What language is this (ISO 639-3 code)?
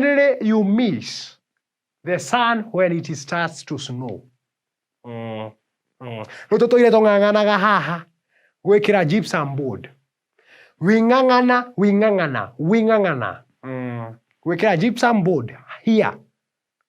kik